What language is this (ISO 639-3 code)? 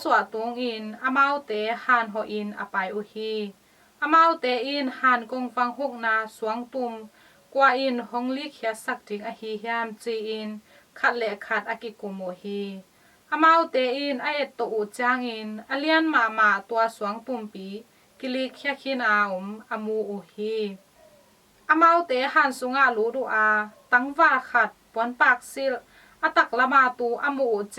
ctd